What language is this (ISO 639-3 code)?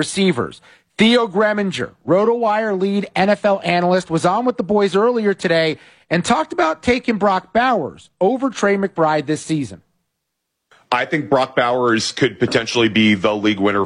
eng